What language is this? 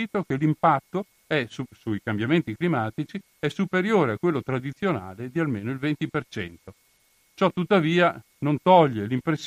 Italian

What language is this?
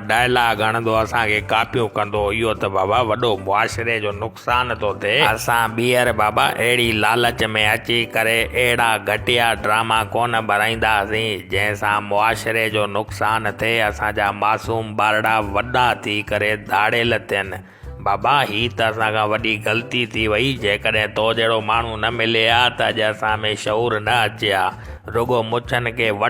Sindhi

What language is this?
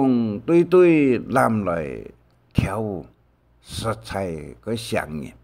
Hakka Chinese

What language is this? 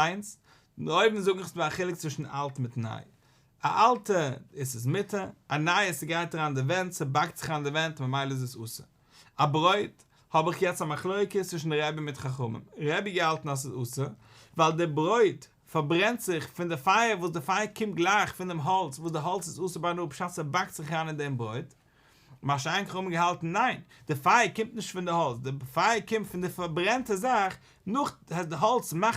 Yiddish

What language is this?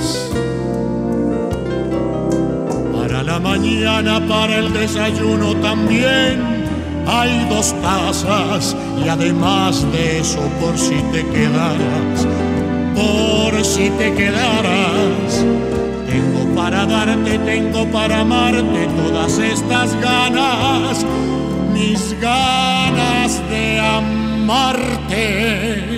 Spanish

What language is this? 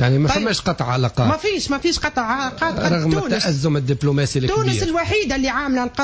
Tunisian Arabic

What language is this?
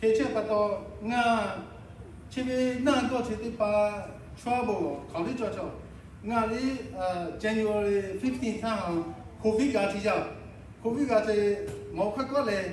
Lahu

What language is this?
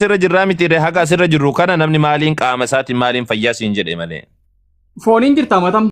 Oromo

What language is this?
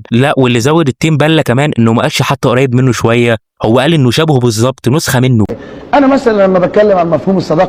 Egyptian Arabic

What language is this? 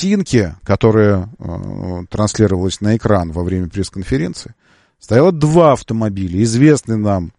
Russian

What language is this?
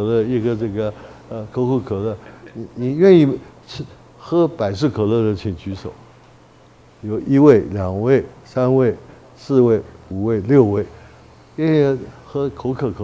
Chinese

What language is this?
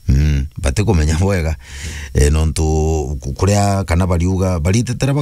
Meru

